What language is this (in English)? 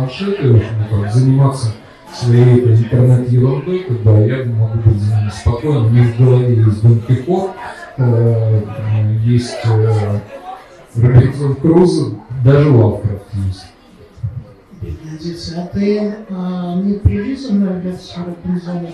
Russian